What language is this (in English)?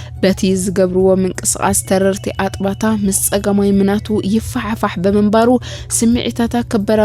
Tigrinya